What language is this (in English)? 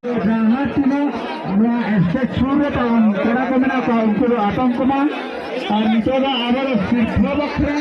Santali